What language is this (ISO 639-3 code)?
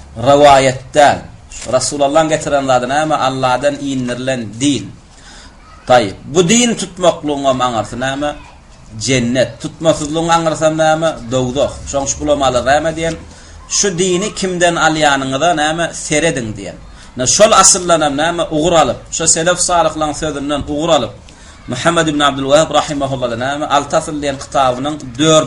tuk